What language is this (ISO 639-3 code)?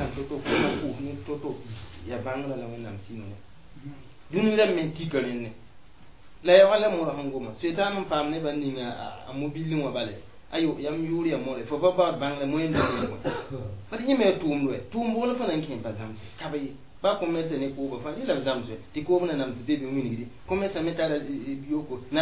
mos